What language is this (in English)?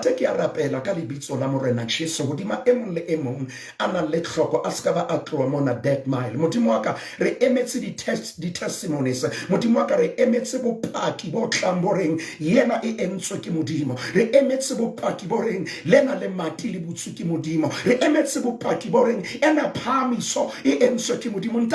Southern Sotho